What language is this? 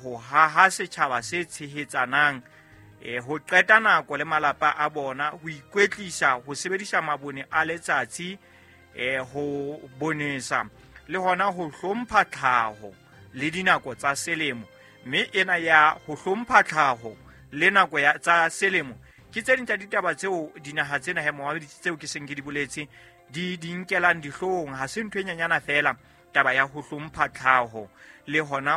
Southern Sotho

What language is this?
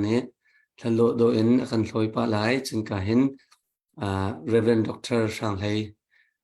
Hakha Chin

